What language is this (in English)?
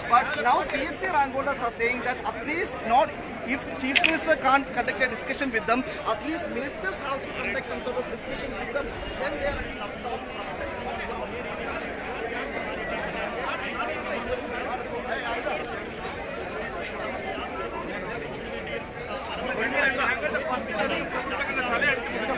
Malayalam